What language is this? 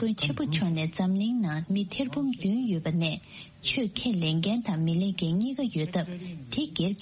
Tibetan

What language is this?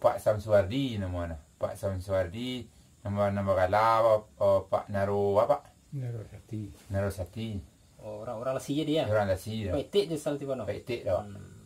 Minangkabau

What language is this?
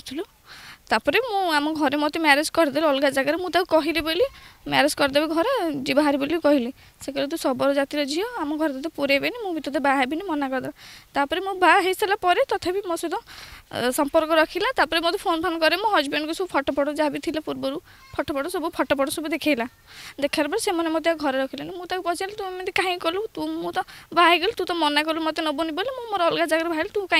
Odia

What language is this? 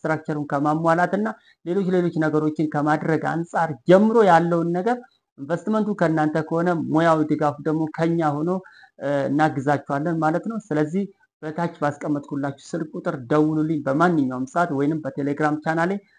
Amharic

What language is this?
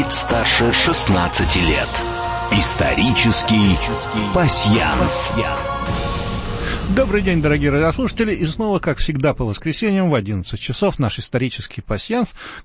Russian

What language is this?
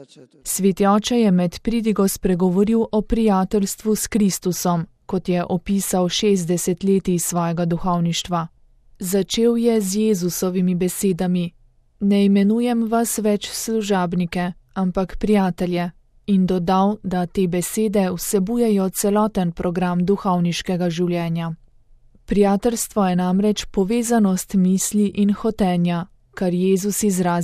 Slovenian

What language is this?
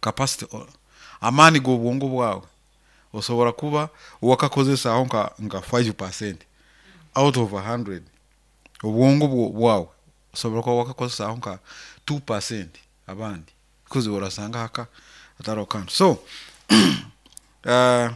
Nyoro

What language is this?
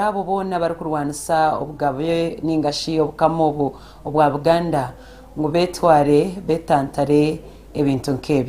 Nyankole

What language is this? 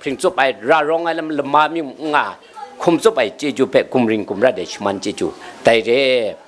Kachin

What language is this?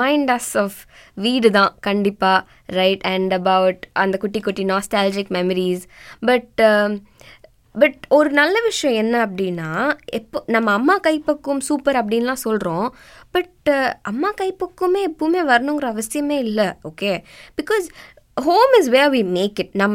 Tamil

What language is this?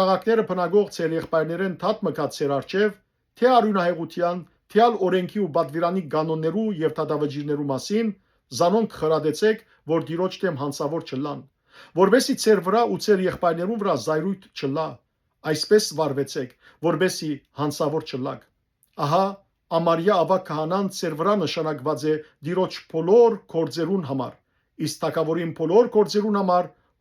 Western Armenian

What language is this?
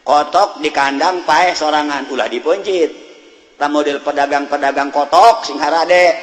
Sundanese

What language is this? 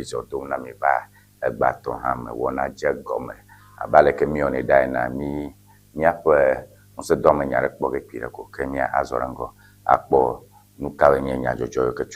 Ewe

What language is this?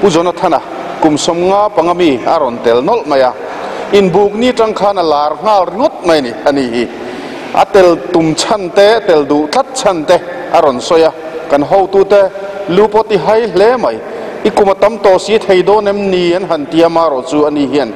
Mizo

